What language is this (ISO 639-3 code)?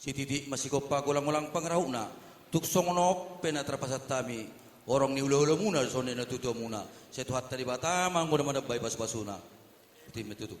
bbc